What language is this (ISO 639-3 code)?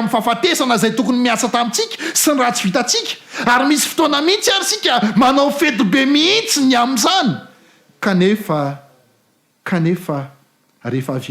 mlg